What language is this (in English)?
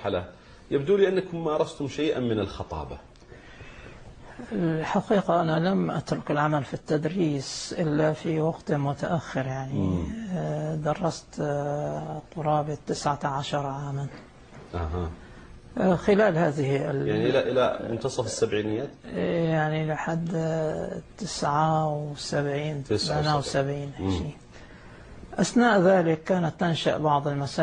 Arabic